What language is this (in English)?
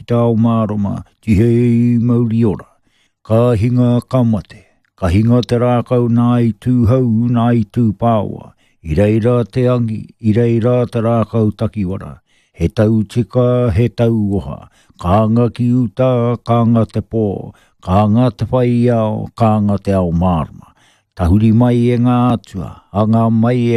Māori